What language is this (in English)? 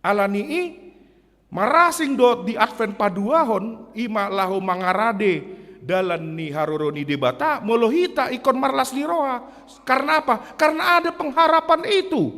Batak Toba